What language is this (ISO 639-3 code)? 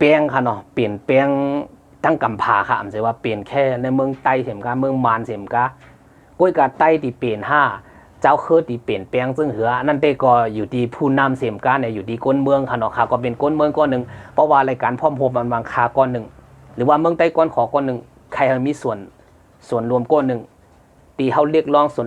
shn